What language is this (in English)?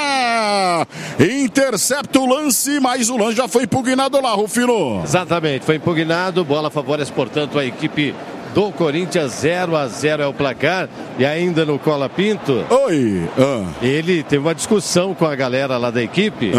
Portuguese